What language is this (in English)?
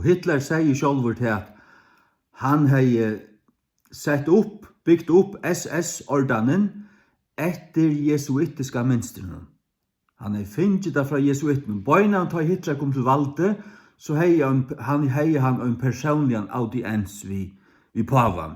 Faroese